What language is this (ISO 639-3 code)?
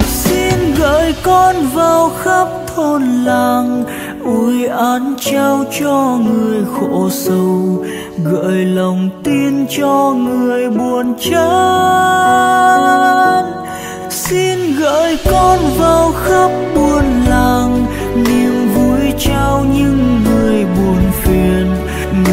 vie